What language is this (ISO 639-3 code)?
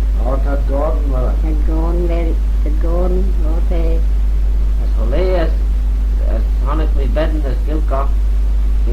glv